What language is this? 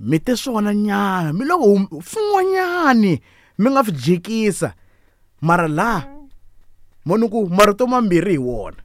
Tsonga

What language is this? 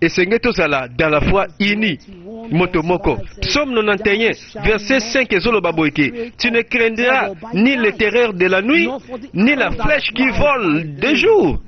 Lingala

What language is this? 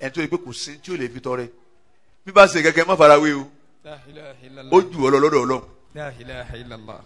Yoruba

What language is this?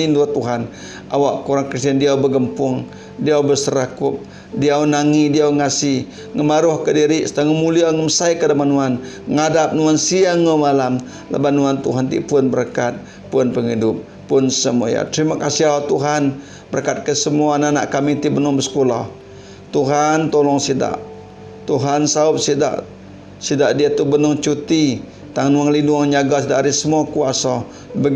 Iban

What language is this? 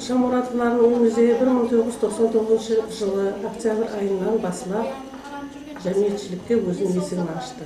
Kara-Kalpak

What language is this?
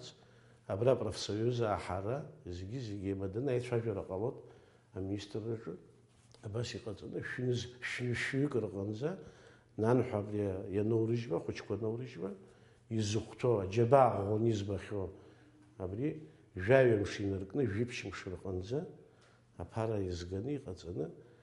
Abkhazian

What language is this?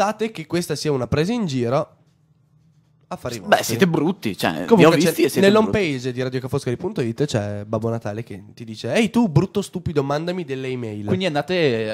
Italian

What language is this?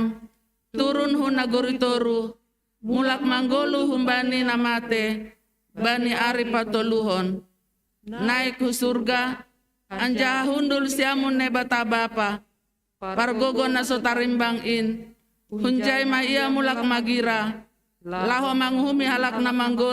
Batak Simalungun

